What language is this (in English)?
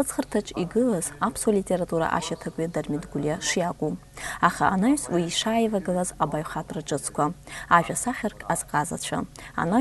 Abkhazian